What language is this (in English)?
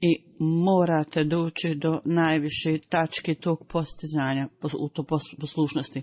Bosnian